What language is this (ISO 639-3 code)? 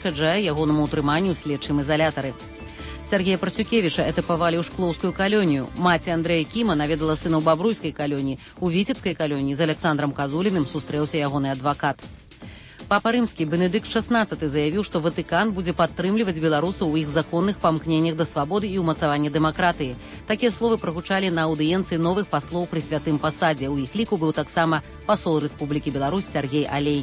bel